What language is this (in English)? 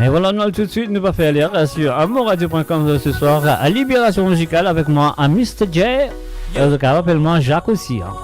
Morisyen